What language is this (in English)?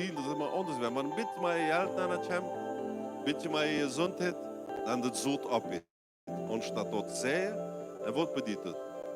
Plautdietsch